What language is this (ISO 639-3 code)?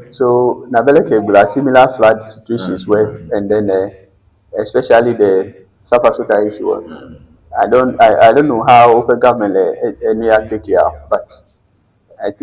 ewe